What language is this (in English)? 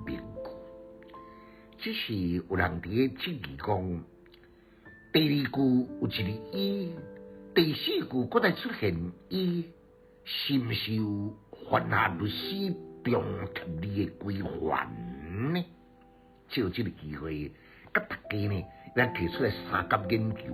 Min Nan Chinese